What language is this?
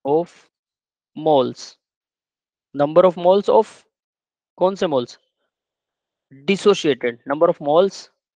Hindi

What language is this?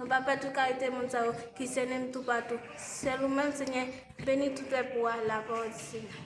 Haitian Creole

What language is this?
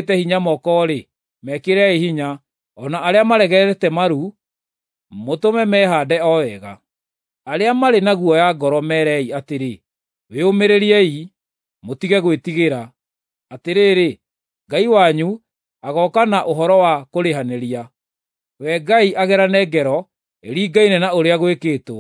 Kikuyu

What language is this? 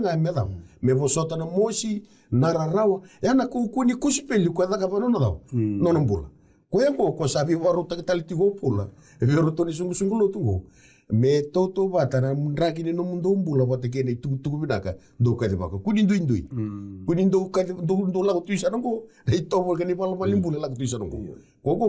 Fijian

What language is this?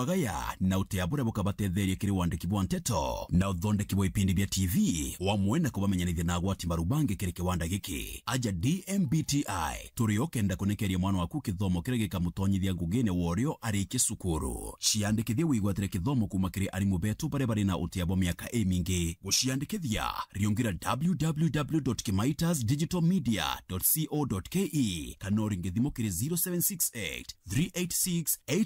Meru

